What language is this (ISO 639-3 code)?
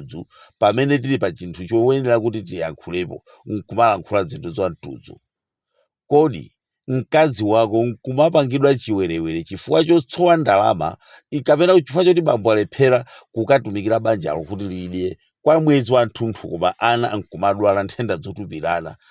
nya